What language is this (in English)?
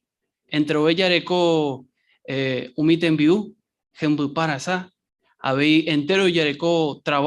Guarani